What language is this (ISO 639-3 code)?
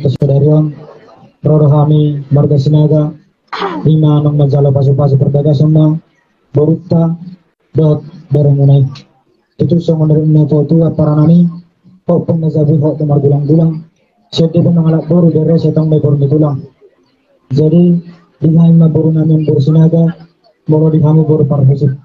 bbc